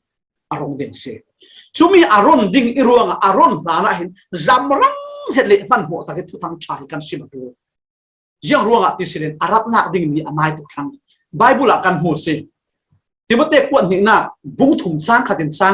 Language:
Falam Chin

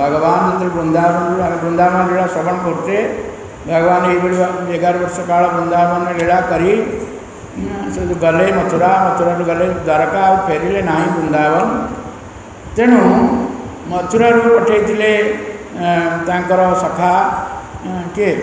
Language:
Odia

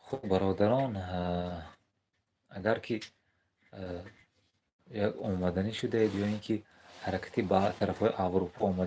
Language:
Tajik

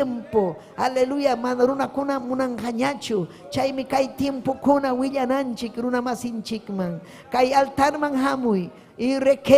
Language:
Ayacucho Quechua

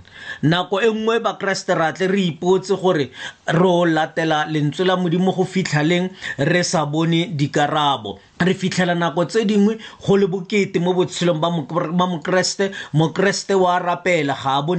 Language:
Tswana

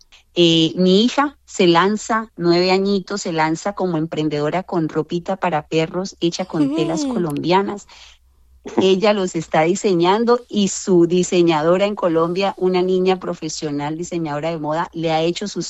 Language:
Spanish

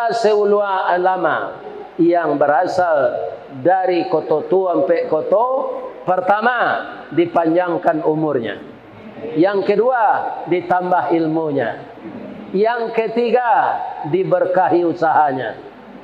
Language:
Minangkabau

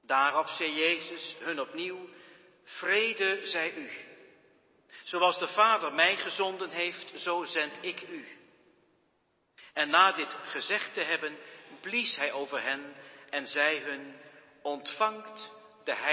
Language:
Dutch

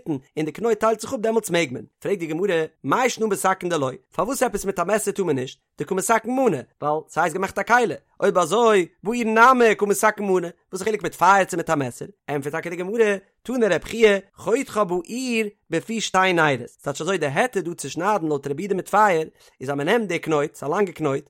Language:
Yiddish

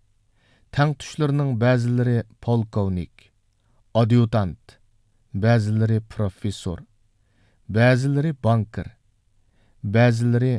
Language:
Uyghur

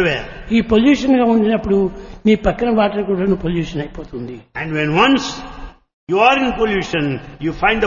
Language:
Telugu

